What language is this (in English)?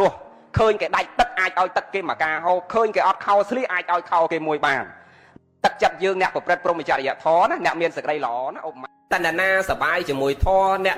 Khmer